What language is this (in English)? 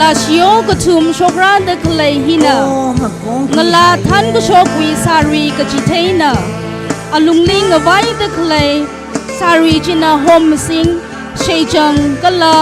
Tangkhul Naga (India)